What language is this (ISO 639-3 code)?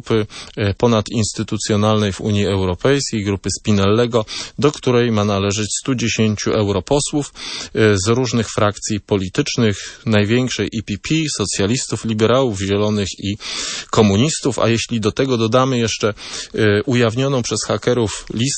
pol